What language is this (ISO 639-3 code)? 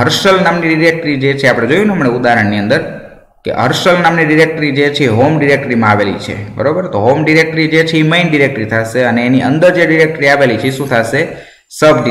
guj